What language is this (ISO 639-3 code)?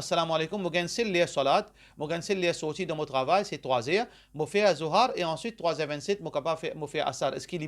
mfe